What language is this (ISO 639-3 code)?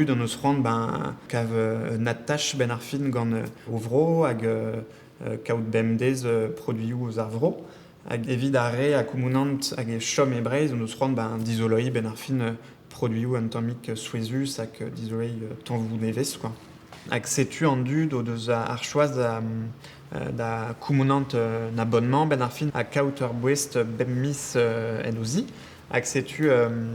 bre